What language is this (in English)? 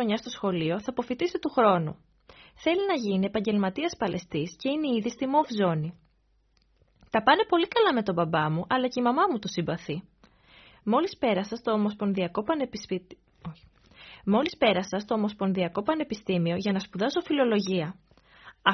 Greek